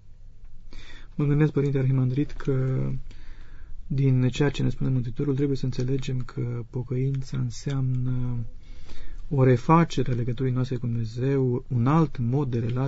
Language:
Romanian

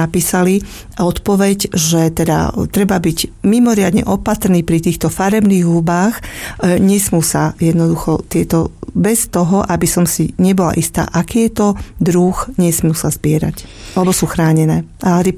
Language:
Slovak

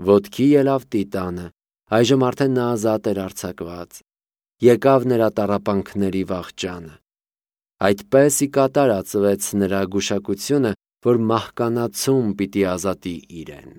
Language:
Armenian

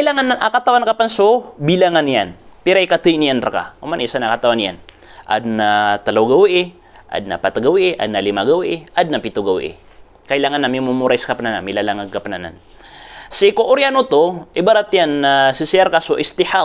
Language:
Maranao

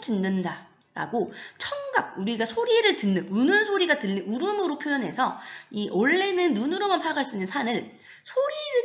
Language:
Korean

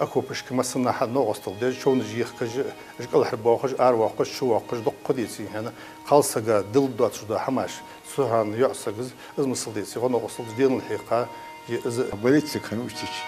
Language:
Ingush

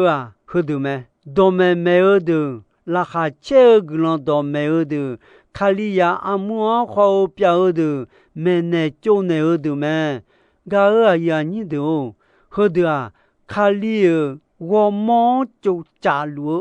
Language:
Akha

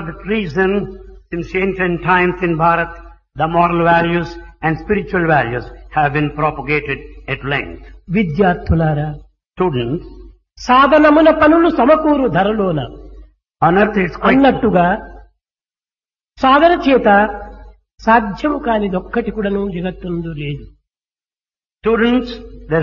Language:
Telugu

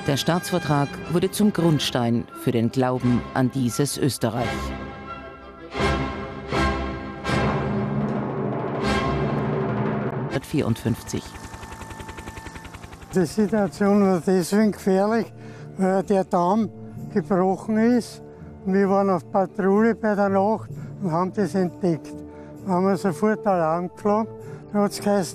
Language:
German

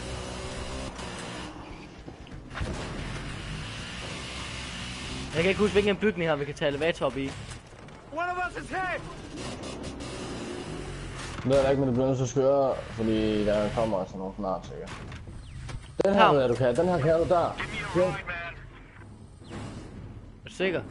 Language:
Danish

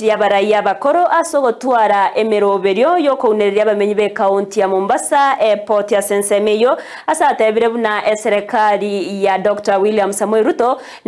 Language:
Gusii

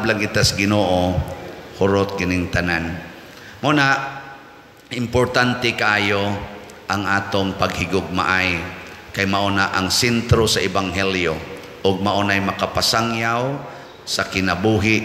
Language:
Cebuano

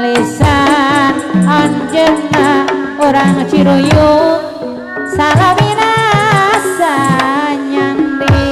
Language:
Sundanese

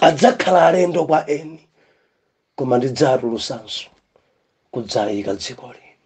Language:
Nyanja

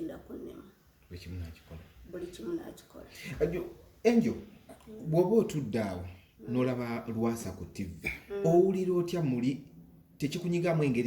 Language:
Ganda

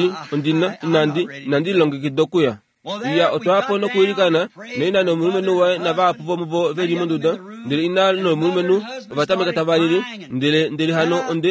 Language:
Kuanyama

